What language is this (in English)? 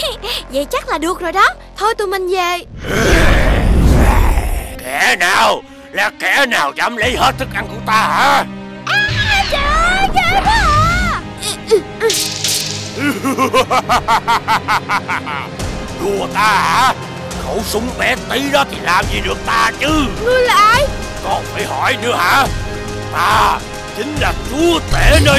Vietnamese